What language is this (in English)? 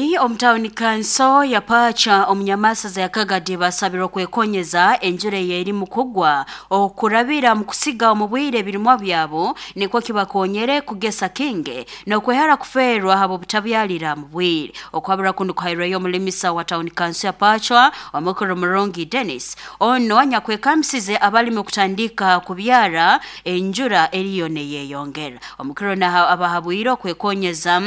Nyankole